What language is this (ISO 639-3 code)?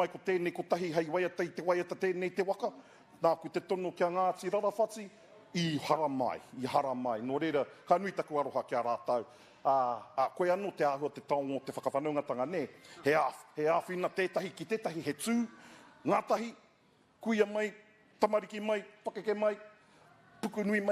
mri